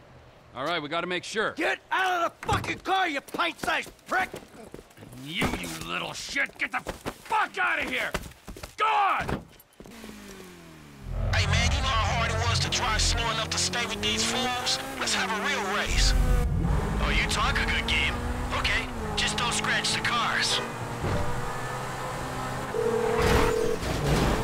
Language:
English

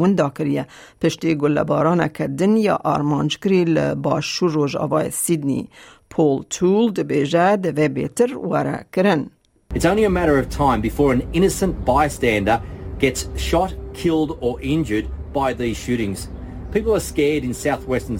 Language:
Kurdish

